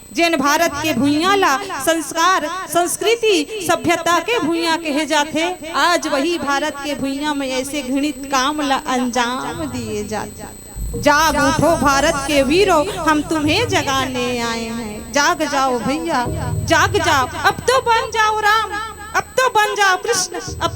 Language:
Chhattisgarhi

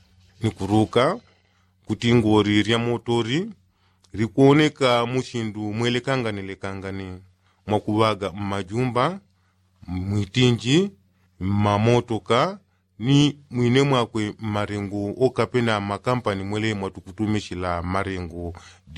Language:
Yao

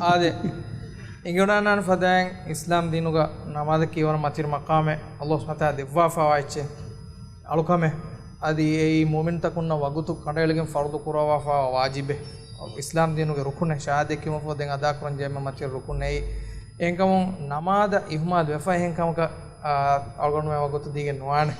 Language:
Divehi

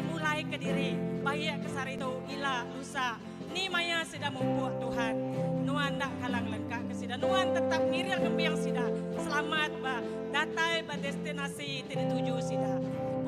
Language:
Iban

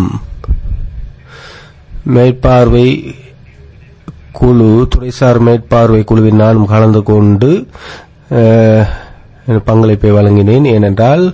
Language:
Tamil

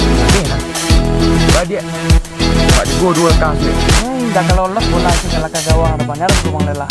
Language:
Minangkabau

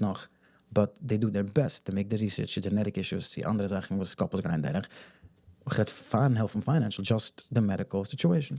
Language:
Yiddish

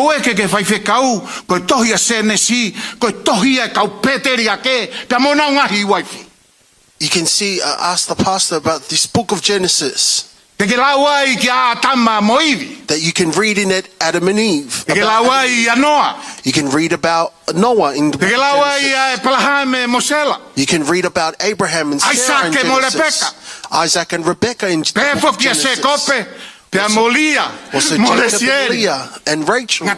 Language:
Tongan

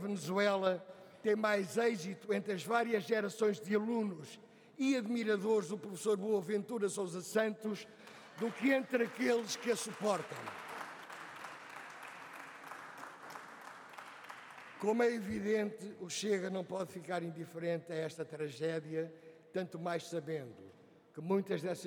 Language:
Portuguese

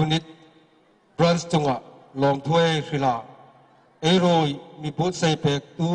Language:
Hmar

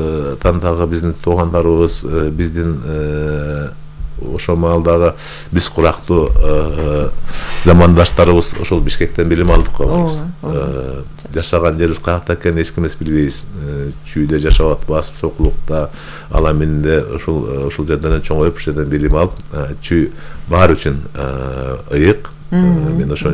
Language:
Kyrgyz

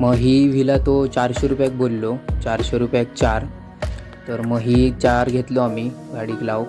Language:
Konkani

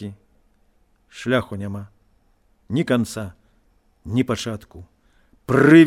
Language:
Belarusian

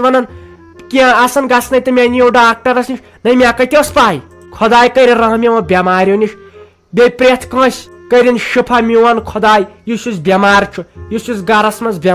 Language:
Kashmiri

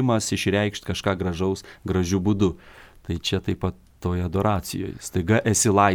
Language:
Lithuanian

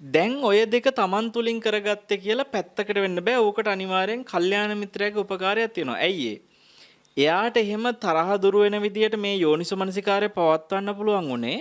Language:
Sinhala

